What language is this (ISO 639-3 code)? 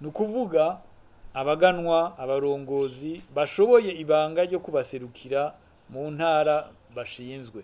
run